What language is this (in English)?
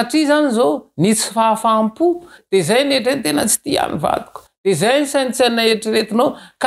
Malagasy